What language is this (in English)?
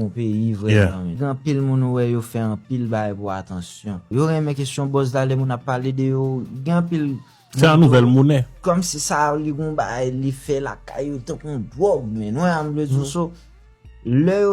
Haitian Creole